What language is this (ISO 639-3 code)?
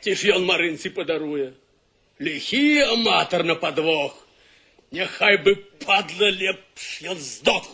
bel